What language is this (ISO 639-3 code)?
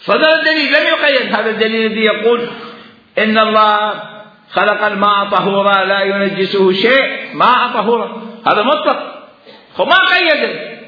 acm